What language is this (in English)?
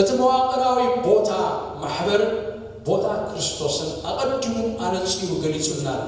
Tigrinya